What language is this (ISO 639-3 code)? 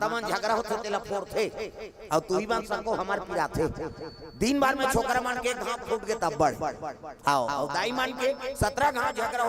hne